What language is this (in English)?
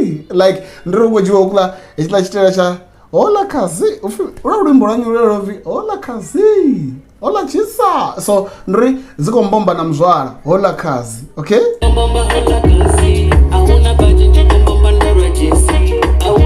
Venda